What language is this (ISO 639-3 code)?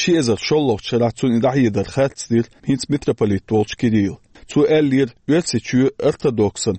che